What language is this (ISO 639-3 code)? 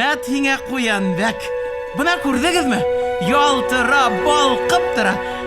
bak